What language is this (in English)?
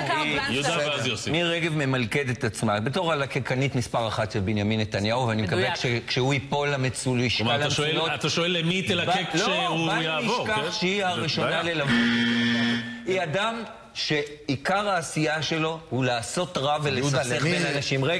Hebrew